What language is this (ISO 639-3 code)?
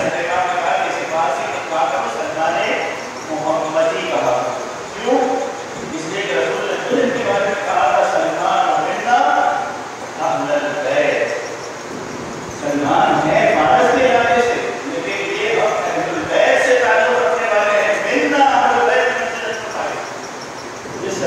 urd